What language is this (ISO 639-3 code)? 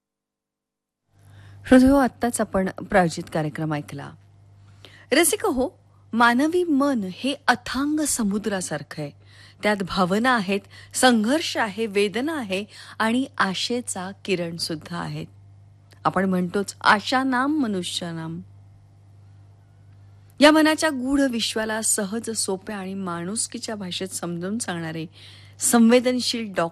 mar